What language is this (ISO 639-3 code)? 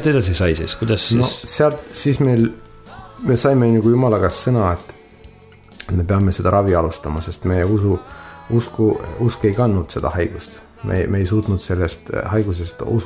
est